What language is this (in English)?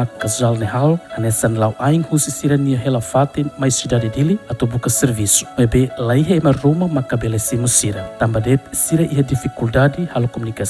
Tetum